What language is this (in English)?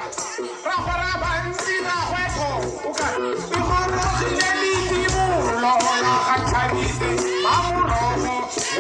Tswana